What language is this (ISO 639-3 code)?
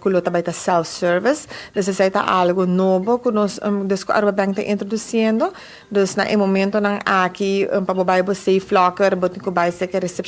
pap